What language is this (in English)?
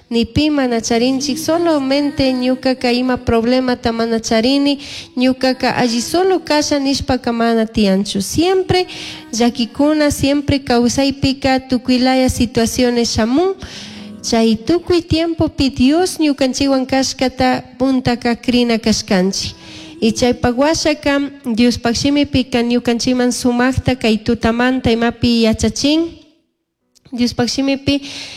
Chimborazo Highland Quichua